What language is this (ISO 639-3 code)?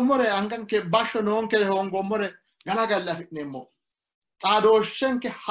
sid